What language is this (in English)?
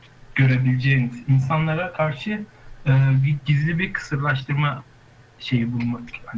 Turkish